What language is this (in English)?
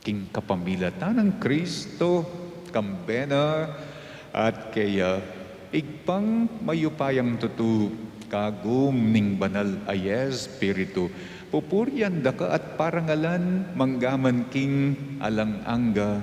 Pampanga